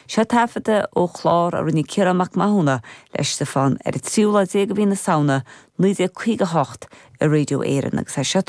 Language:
Irish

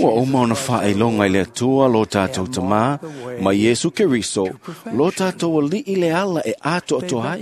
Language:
Samoan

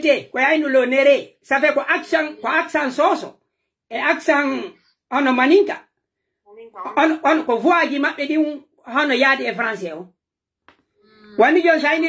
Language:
Pular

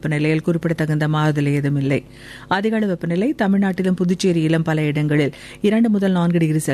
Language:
Tamil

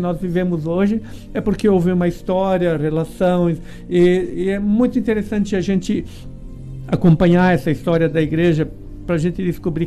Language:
Portuguese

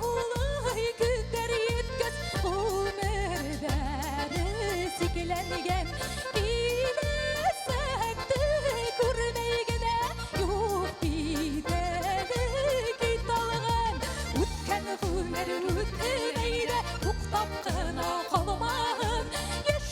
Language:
Bashkir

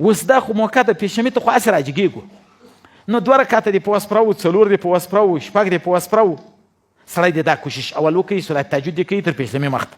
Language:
Pashto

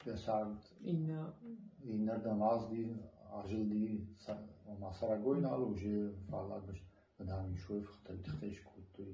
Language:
Ossetic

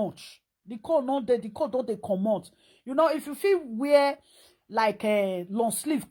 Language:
Nigerian Pidgin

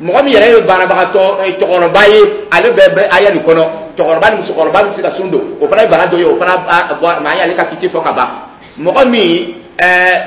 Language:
Dyula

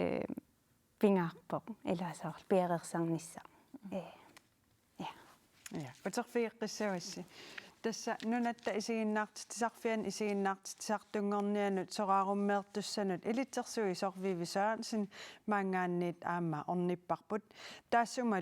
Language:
Kalaallisut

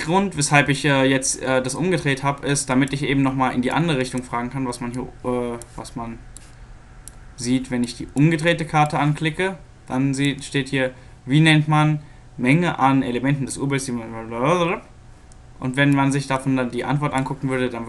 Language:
German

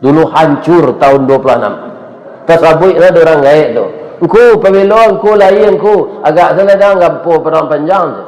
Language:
Minangkabau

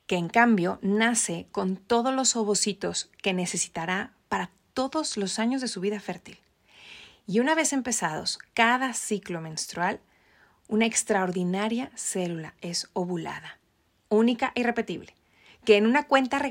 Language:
Spanish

